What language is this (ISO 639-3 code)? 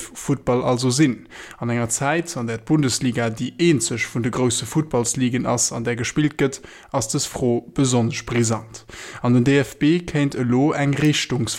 ltz